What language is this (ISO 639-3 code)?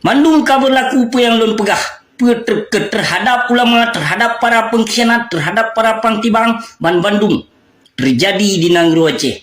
ace